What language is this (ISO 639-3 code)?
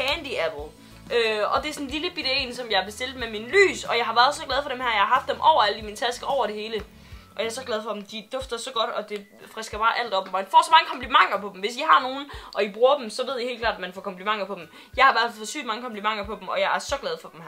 dan